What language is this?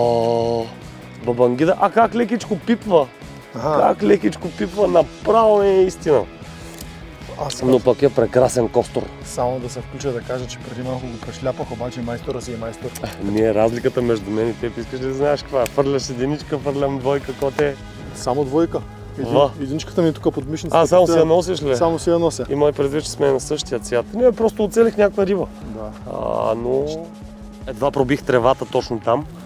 Bulgarian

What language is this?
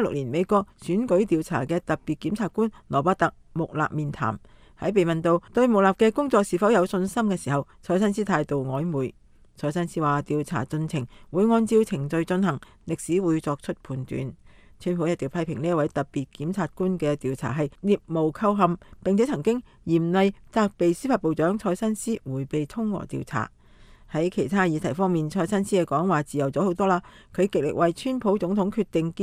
Cantonese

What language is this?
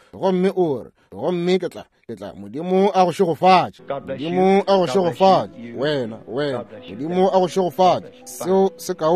Northern Sotho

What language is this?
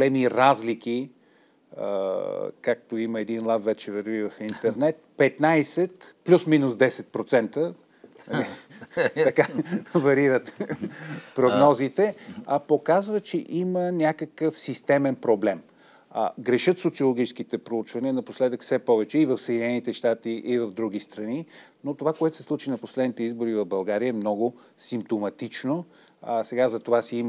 Bulgarian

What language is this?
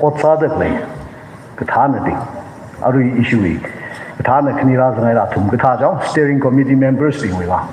Tangkhul Naga (India)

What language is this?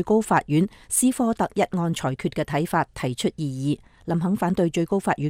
Cantonese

